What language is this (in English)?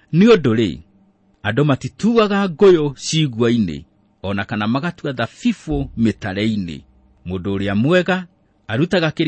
Kikuyu